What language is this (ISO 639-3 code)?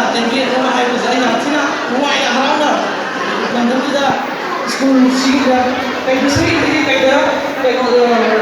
mni